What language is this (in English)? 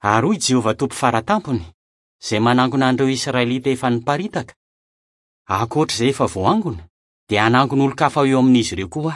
Malagasy